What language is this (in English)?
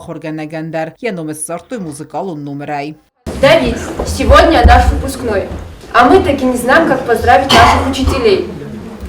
Ossetic